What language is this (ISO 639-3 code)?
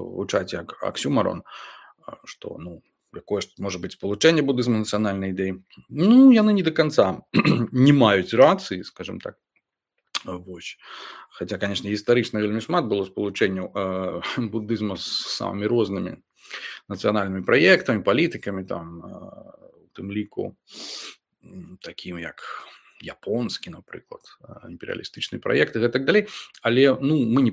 bel